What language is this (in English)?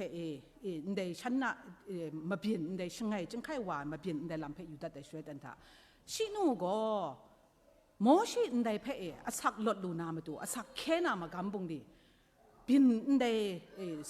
Kachin